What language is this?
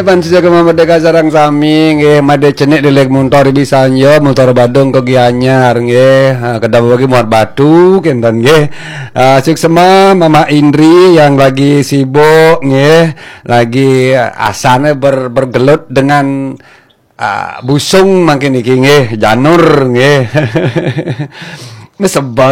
Balinese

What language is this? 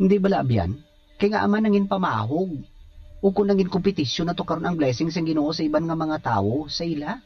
Hiligaynon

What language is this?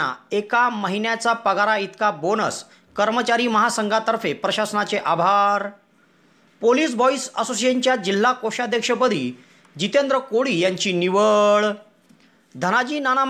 Marathi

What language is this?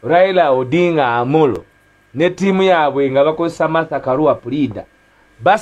Ganda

